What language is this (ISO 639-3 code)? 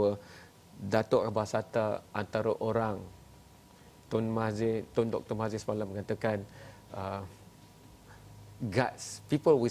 msa